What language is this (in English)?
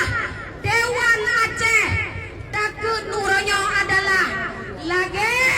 Achinese